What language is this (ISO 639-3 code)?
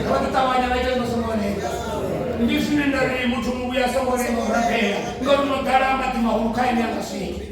ven